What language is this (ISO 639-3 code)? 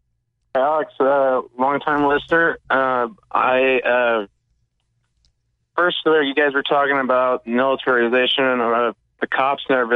eng